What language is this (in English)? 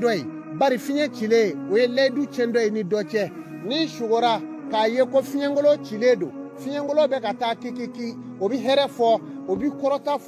Bambara